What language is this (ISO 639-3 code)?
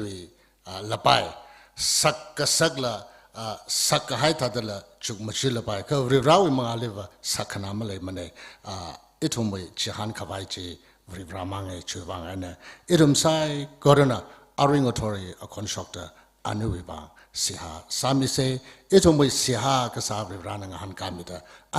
nmf